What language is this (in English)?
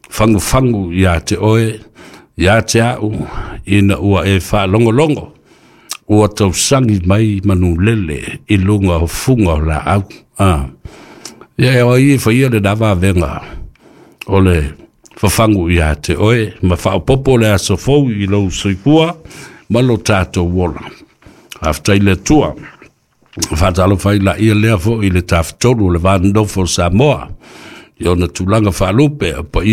Samoan